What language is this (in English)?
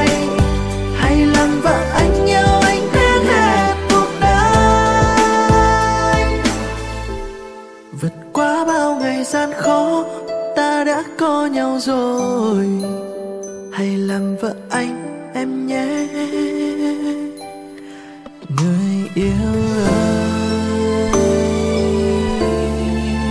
Vietnamese